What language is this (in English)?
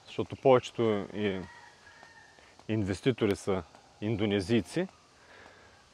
Bulgarian